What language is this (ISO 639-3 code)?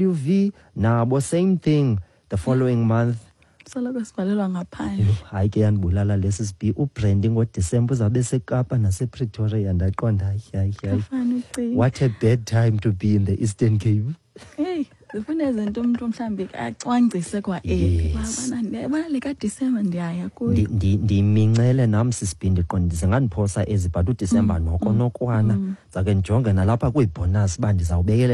xho